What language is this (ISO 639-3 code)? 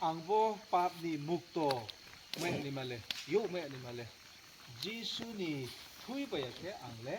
ria